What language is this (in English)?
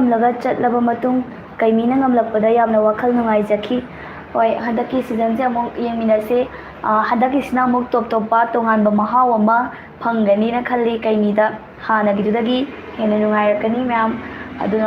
Manipuri